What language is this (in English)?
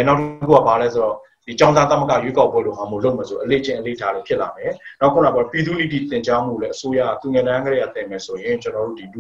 Burmese